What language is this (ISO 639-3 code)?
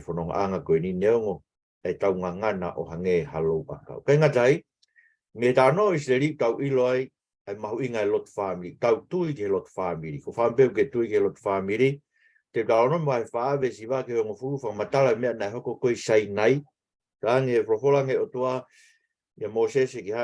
ton